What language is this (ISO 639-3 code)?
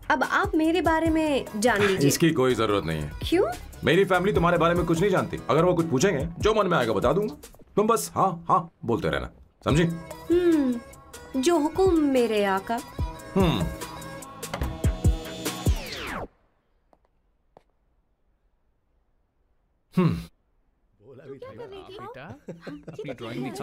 hin